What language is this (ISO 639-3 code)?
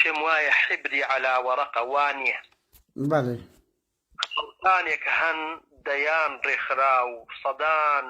ckb